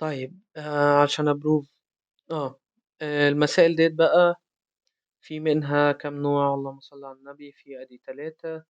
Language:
Egyptian Arabic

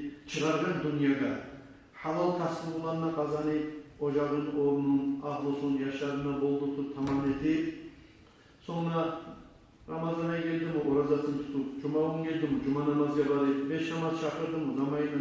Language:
Kumyk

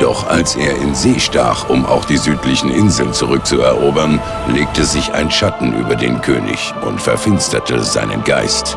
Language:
Bavarian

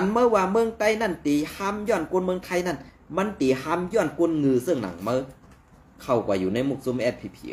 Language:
Shan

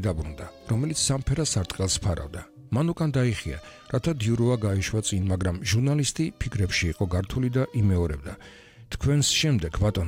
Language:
Georgian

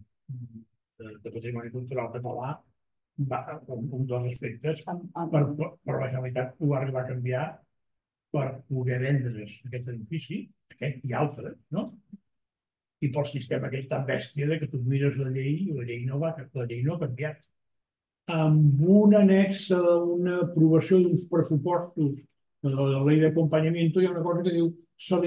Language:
Catalan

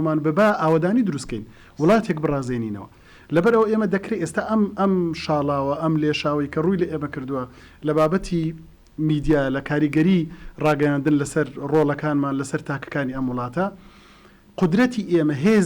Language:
Central Kurdish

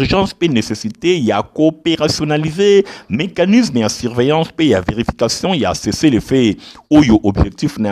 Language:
Lingala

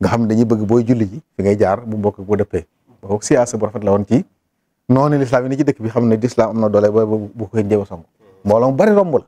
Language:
Wolof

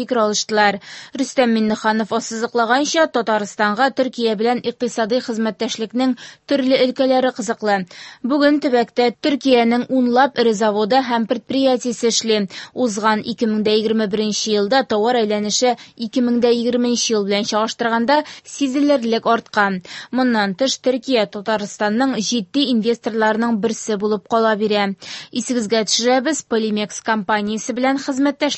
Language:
Tatar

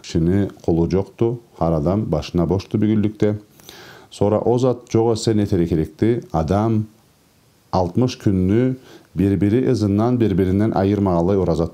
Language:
Karachay-Balkar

